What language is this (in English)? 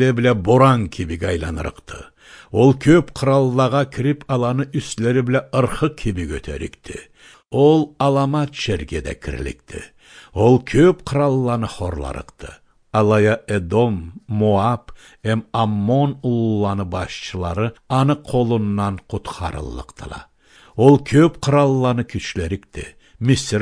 Karachay-Balkar